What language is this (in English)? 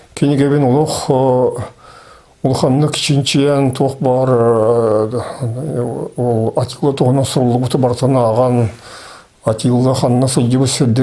Yakut